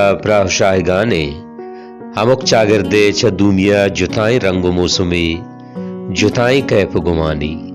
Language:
Baluchi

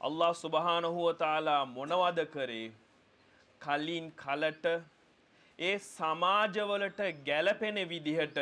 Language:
Sinhala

